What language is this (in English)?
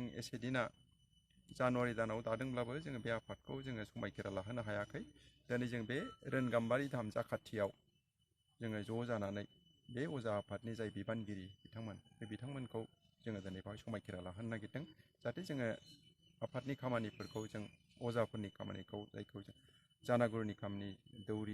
Bodo